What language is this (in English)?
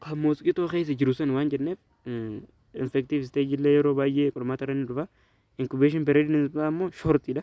Oromo